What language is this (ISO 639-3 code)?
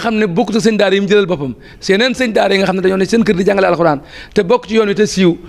wol